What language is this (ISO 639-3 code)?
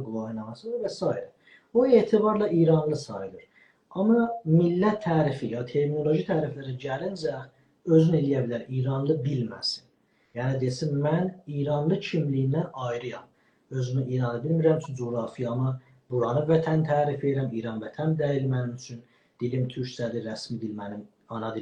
azb